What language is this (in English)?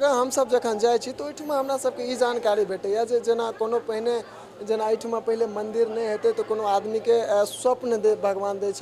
Maithili